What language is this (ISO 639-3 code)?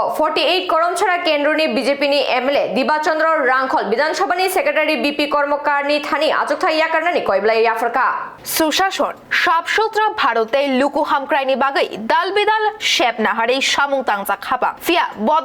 trp